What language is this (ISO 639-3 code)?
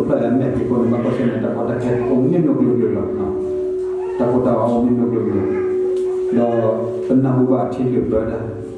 ksw